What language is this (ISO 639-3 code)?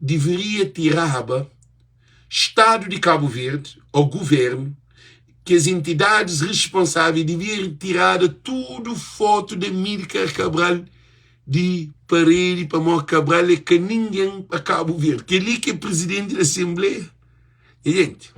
kea